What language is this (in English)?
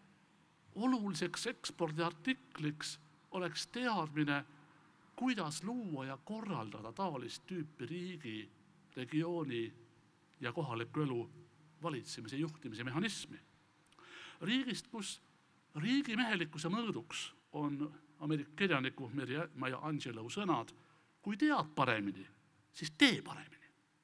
Estonian